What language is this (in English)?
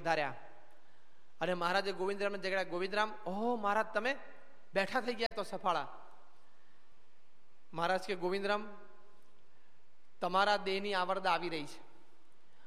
Gujarati